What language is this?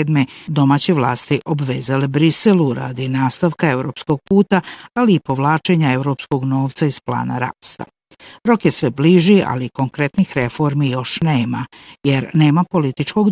Bosnian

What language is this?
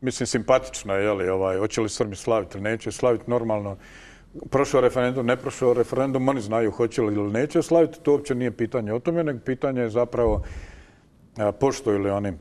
Croatian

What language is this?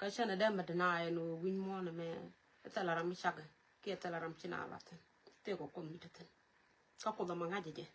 Nuer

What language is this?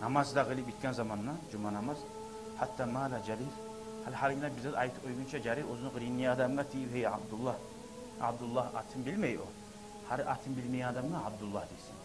Kumyk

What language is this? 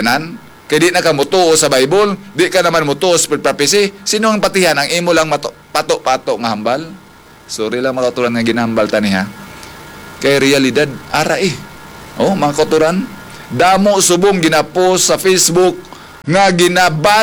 Hiligaynon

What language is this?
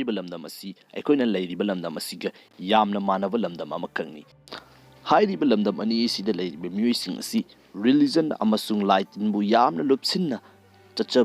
Manipuri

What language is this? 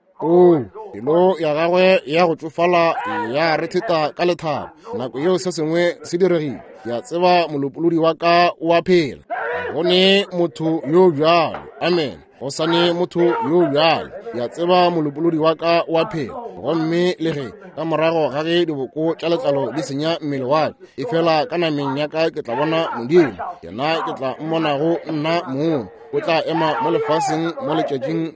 Northern Sotho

